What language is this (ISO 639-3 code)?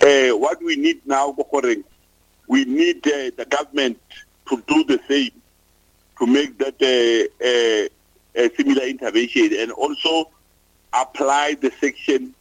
nso